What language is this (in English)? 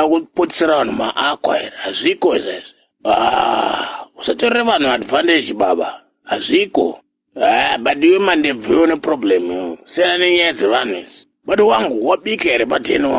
Shona